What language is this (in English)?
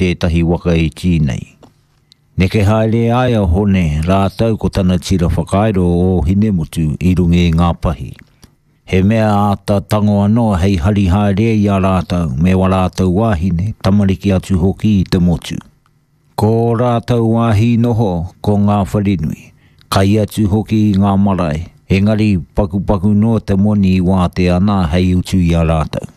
Māori